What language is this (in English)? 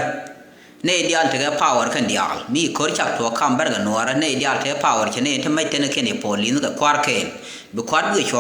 Nuer